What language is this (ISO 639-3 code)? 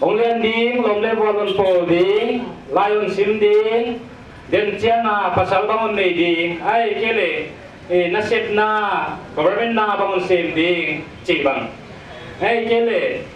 pck